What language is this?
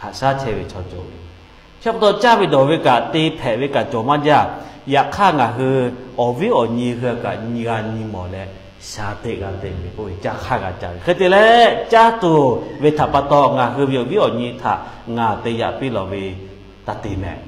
Lahu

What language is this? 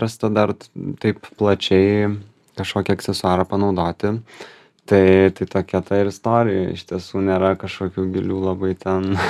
Lithuanian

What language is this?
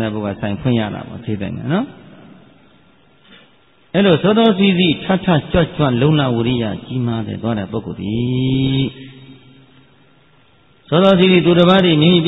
Burmese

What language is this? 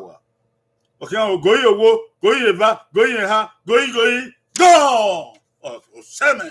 Bini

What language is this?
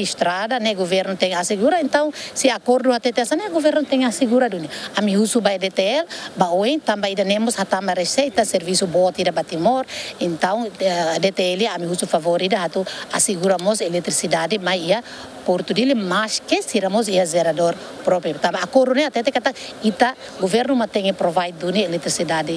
Tetum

